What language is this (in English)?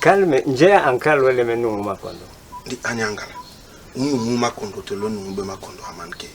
Basaa